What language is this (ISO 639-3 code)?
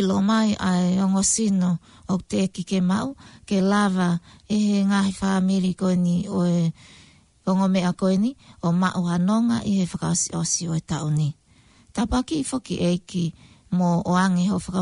ton